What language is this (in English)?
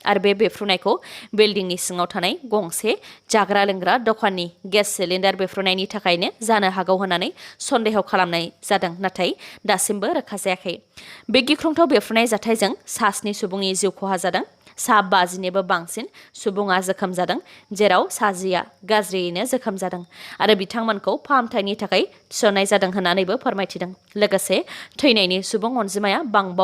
Bodo